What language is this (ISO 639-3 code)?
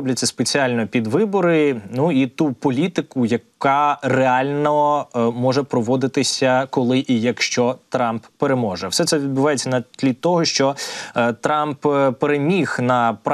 ukr